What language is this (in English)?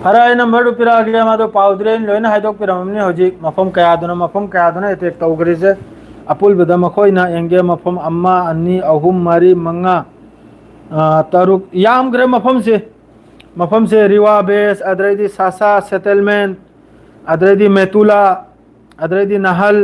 Manipuri